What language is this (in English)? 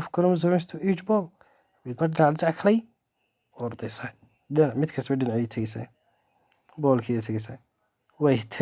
Somali